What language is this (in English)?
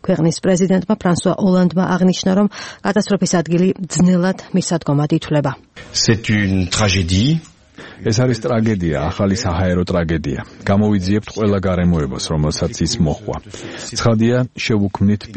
Georgian